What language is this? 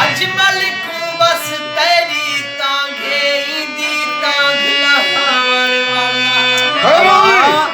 Saraiki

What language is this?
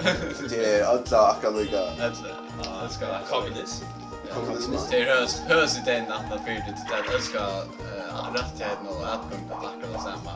Faroese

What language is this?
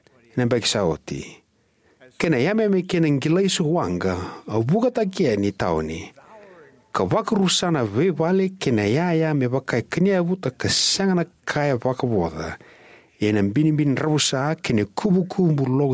Fijian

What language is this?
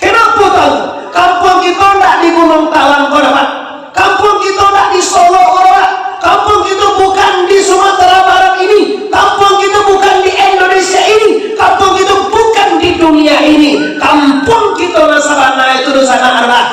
Minangkabau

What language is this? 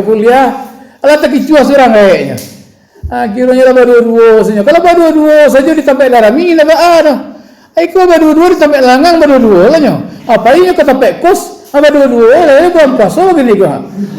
Minangkabau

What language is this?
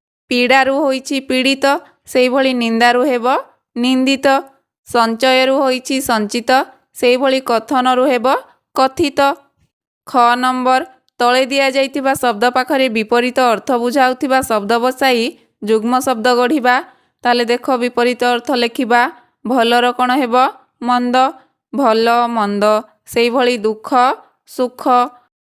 Odia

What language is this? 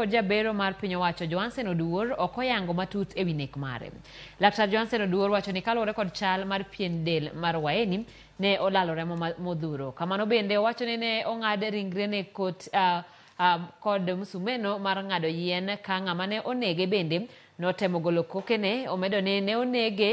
Luo (Kenya and Tanzania)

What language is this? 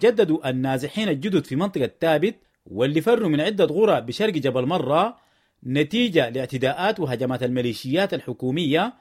Sudanese Arabic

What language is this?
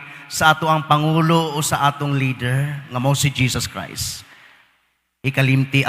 Cebuano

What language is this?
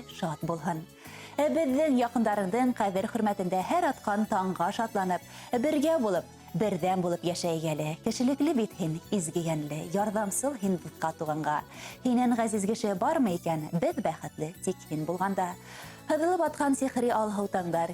Bashkir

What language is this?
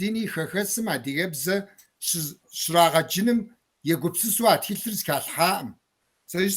Kabardian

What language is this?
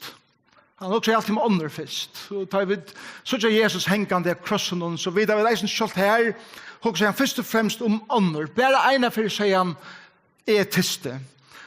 Faroese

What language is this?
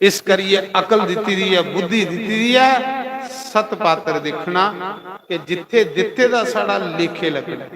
Dogri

